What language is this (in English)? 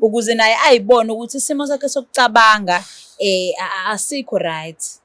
Zulu